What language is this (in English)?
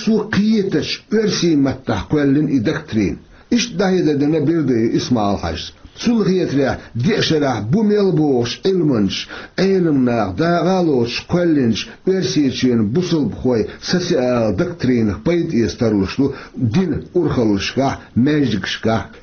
Chechen